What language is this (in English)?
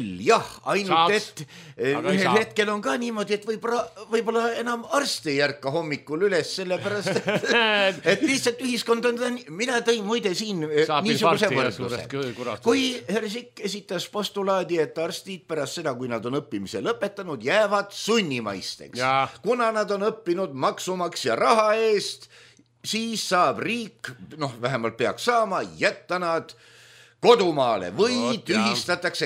Estonian